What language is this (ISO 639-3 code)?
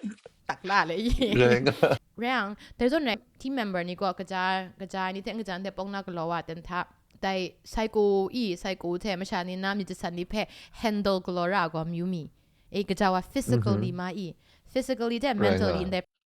kac